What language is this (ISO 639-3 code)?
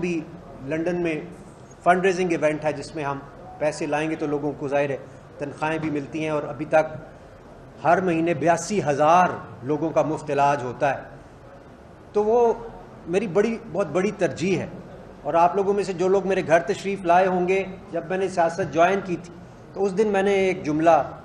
urd